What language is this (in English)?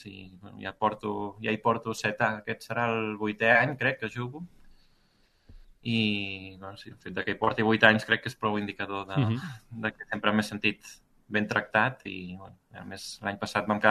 Catalan